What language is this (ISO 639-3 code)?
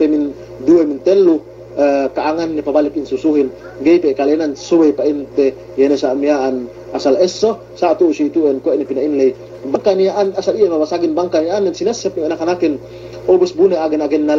yka